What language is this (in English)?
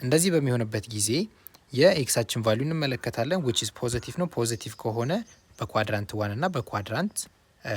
Amharic